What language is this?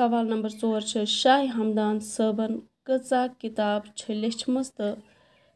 Kashmiri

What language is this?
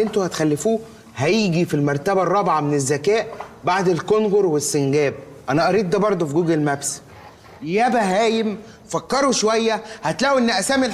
Egyptian Arabic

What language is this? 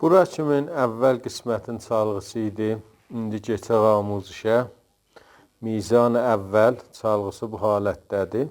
South Azerbaijani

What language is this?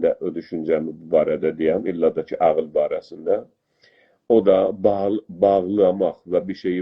South Azerbaijani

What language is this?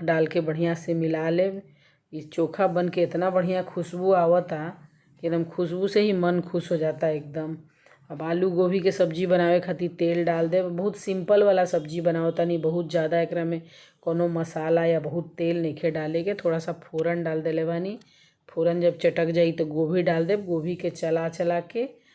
Bhojpuri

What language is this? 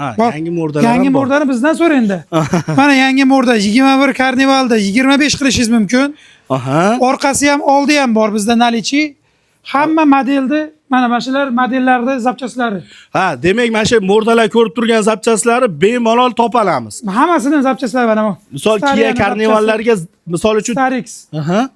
Uzbek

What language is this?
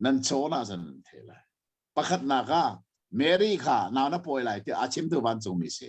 Hakha Chin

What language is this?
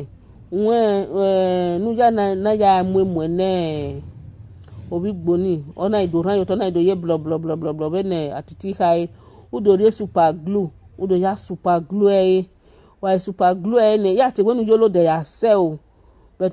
Nigerian Pidgin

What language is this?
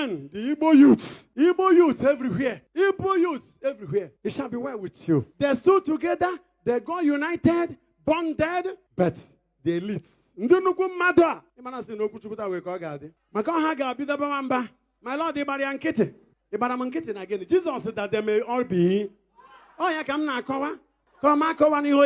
Igbo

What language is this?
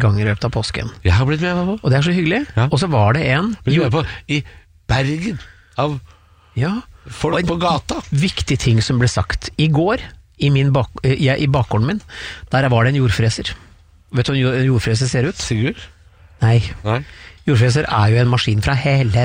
Norwegian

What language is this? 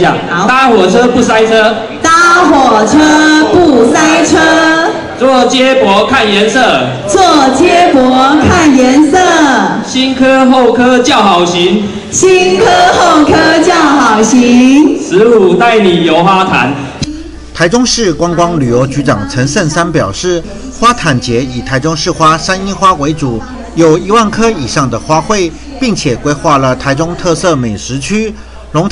Chinese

